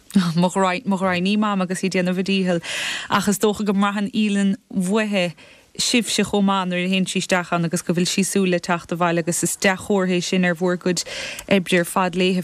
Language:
Irish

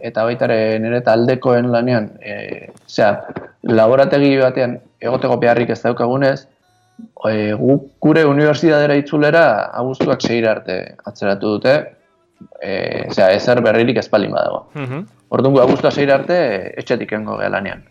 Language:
Basque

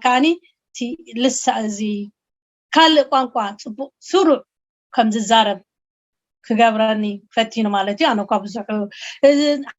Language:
Tigrinya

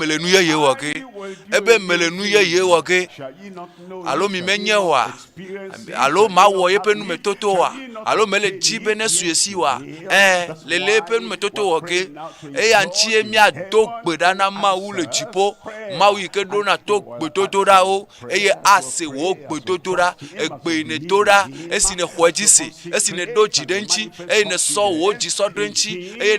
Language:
Ewe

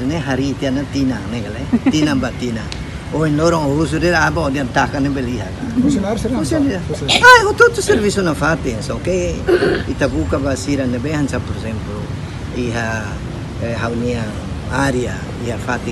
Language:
Tetum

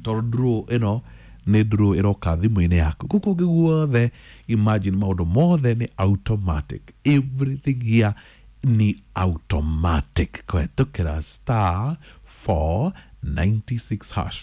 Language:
Kikuyu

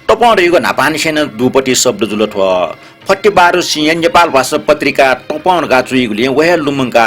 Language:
Newari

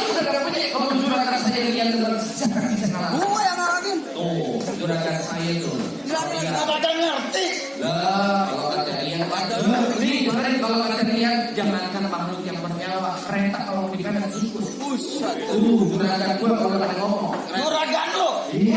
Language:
Betawi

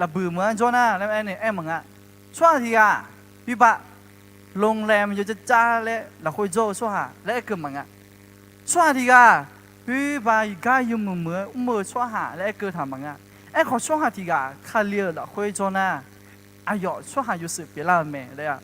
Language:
Akha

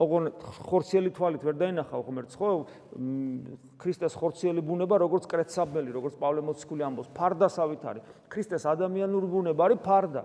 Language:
Georgian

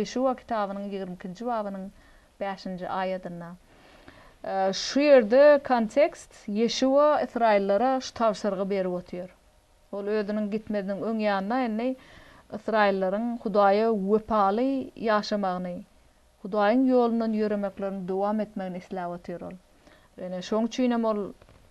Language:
Turkmen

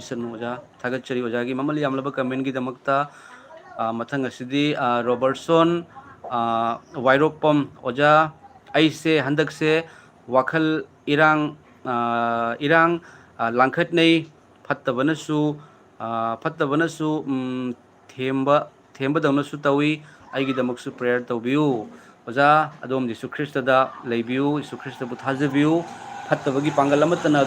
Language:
Manipuri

